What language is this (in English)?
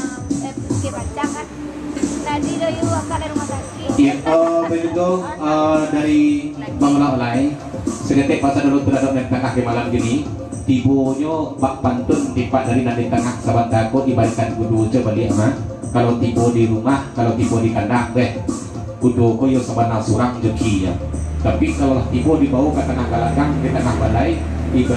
Minangkabau